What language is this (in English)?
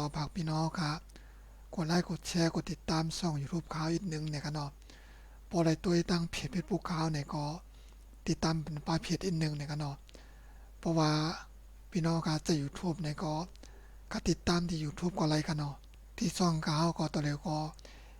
Shan